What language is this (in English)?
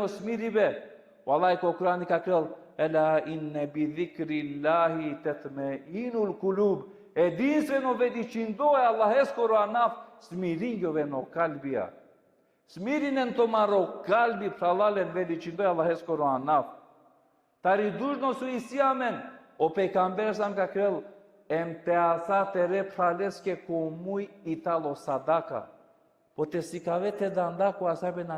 Balkan Romani